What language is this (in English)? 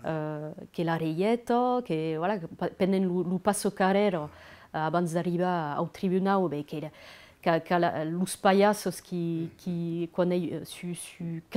Occitan